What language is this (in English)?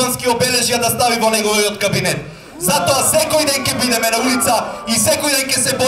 Macedonian